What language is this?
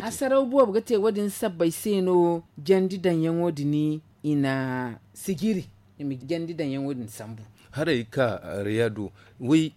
Zarma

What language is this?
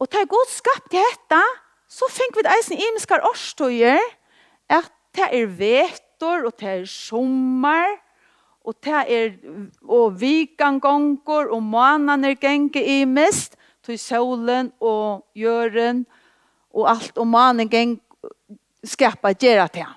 Faroese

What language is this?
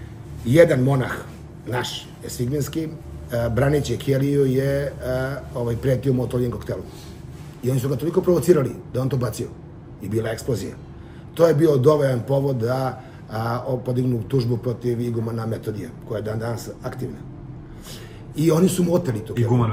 Serbian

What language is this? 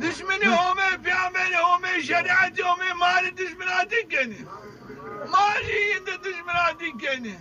Zaza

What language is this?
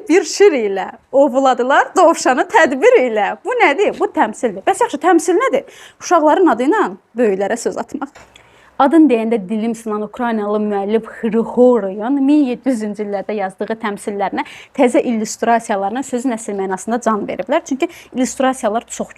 Azerbaijani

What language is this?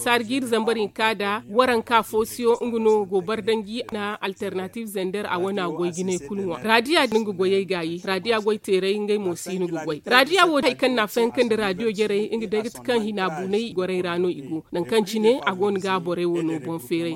Zarma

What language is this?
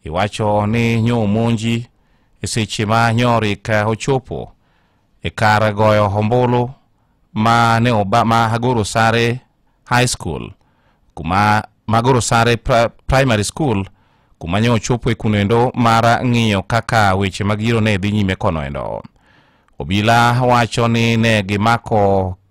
Luo (Kenya and Tanzania)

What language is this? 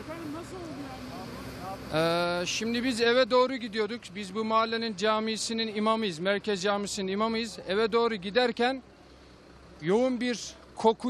Turkish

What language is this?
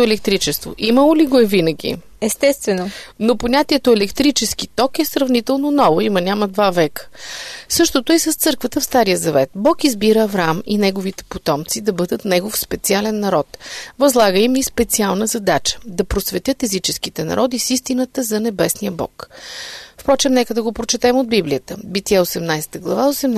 Bulgarian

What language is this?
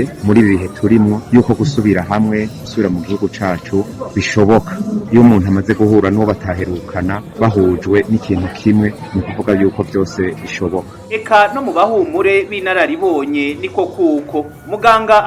Rundi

